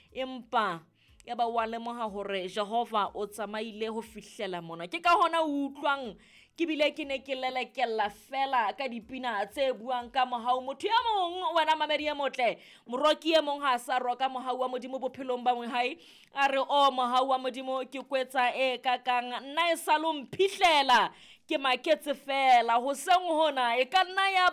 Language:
Southern Sotho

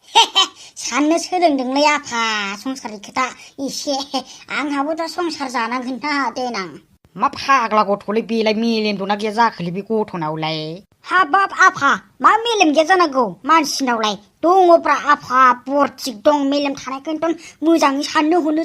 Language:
Bodo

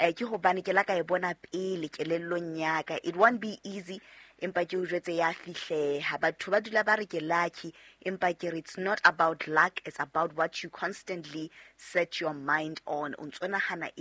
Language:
Southern Sotho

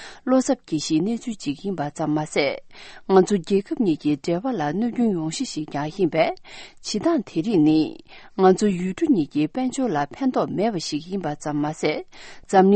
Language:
Tibetan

